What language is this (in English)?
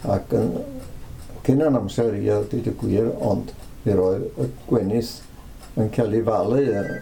Welsh